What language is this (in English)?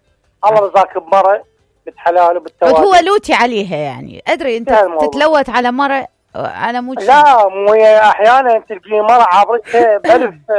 Mesopotamian Arabic